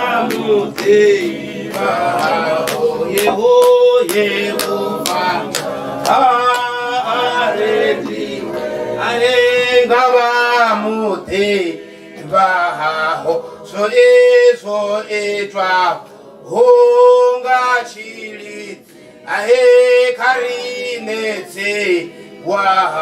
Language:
Venda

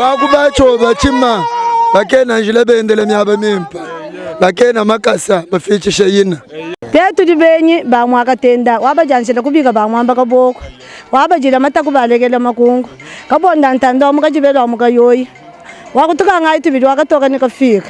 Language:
Luba-Lulua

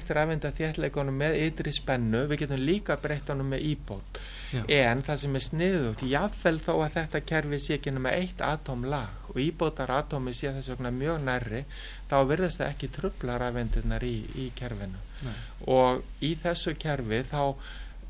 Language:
Icelandic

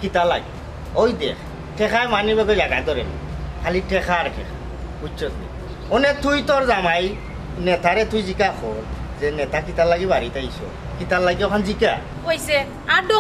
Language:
Sylheti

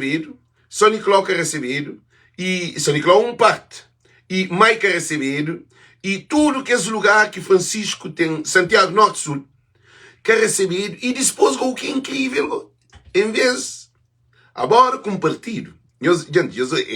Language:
Kabuverdianu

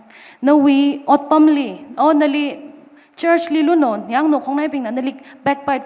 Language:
Tangkhul Naga (India)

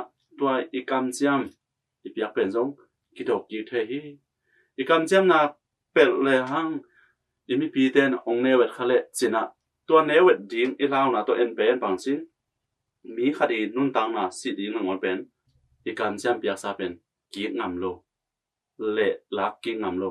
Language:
Tedim Chin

